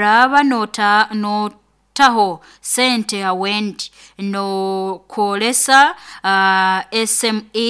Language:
Nyoro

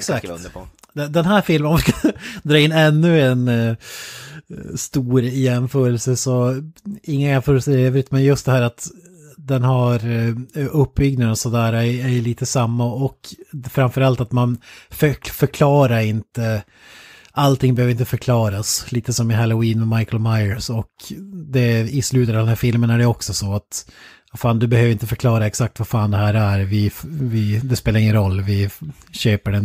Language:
Swedish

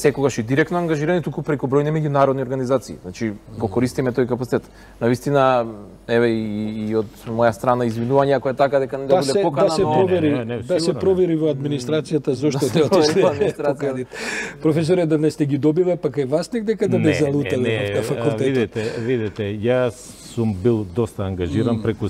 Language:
Macedonian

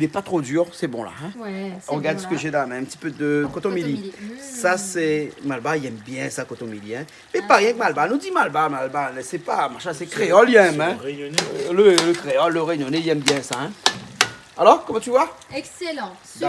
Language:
Réunion Creole French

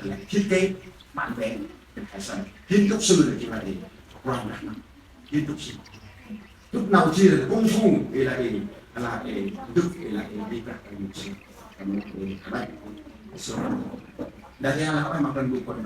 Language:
Central Mnong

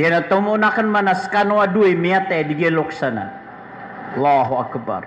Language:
Maranao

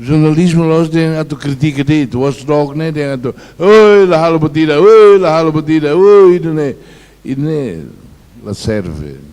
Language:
Tetum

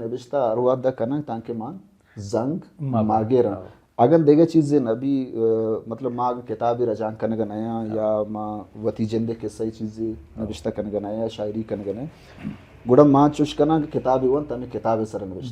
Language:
Baluchi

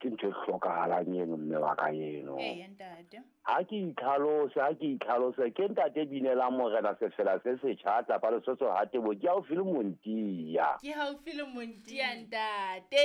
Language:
Southern Sotho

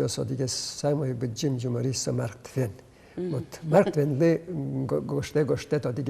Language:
Udmurt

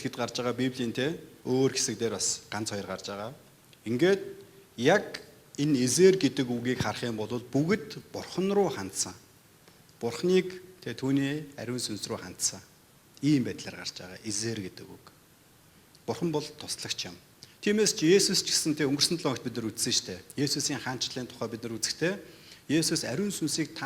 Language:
Mongolian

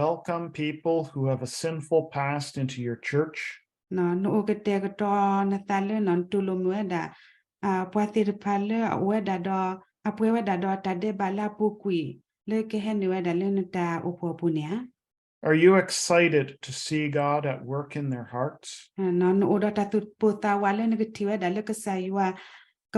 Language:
S'gaw Karen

